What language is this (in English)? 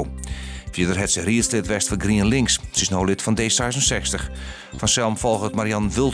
Western Frisian